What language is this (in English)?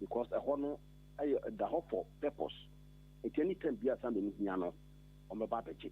Akan